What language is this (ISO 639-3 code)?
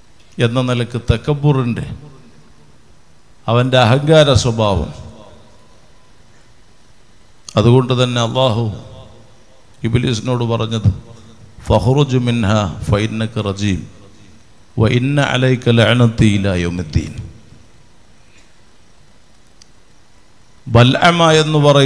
mal